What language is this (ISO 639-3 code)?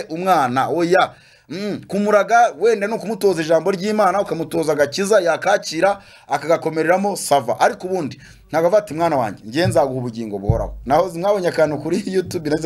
kin